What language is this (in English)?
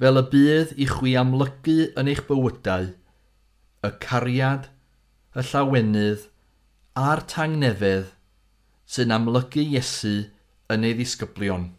Welsh